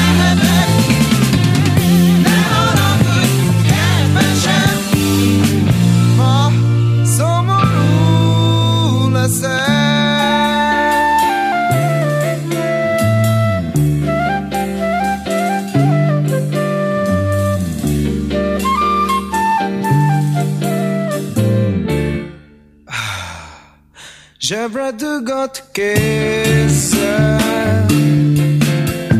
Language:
Hungarian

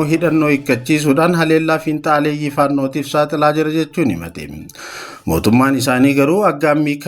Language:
Oromo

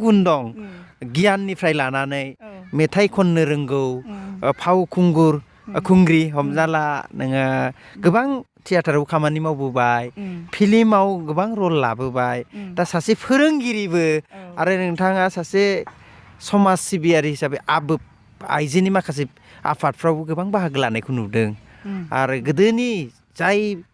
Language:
Bodo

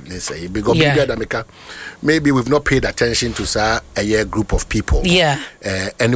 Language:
Akan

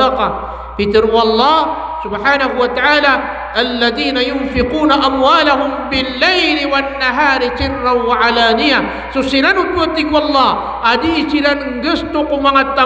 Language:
Maranao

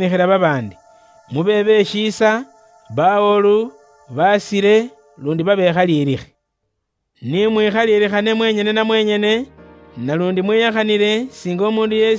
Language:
Luyia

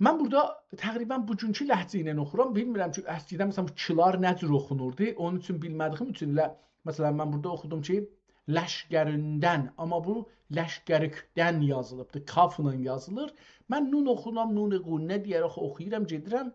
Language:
South Azerbaijani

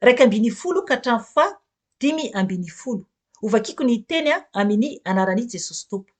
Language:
Malagasy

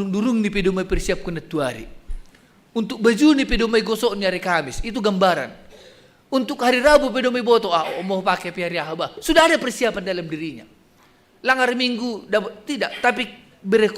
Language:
Batak Simalungun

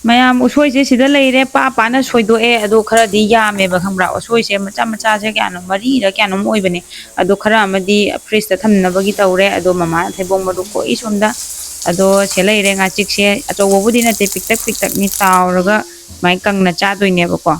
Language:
Manipuri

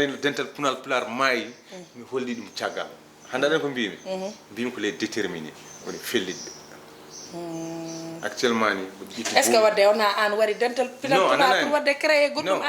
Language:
Fula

